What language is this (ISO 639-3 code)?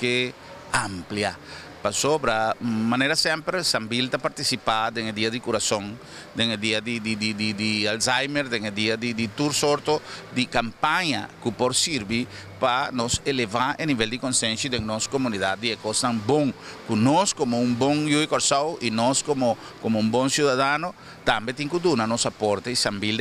pap